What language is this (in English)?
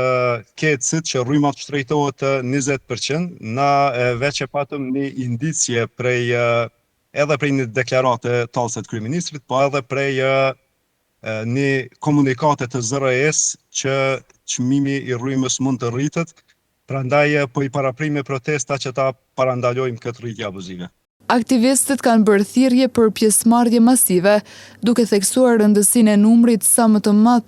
Albanian